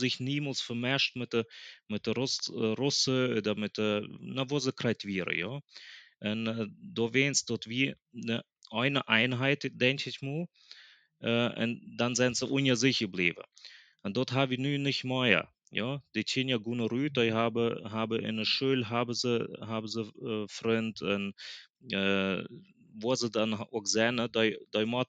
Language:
Plautdietsch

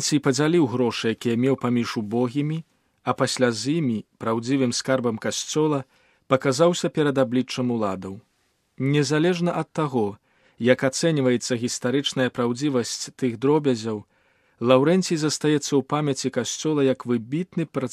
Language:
Belarusian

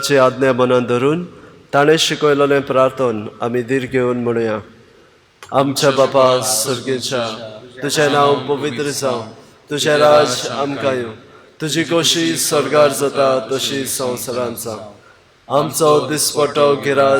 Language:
Konkani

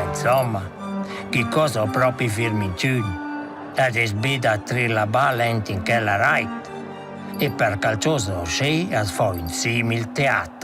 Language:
Romansh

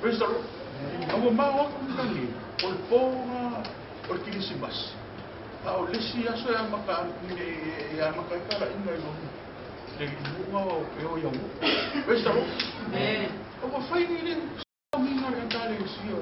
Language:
Samoan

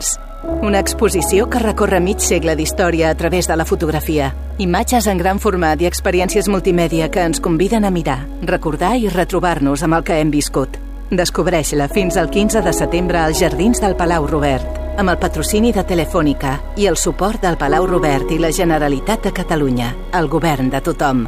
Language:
Catalan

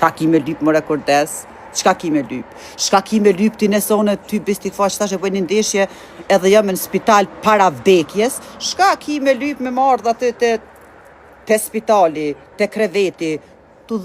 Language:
Albanian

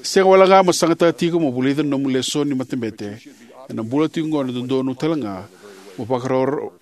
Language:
Fijian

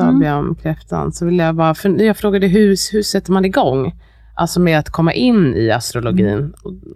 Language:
Swedish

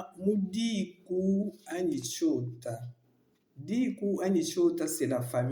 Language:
Luba-Lulua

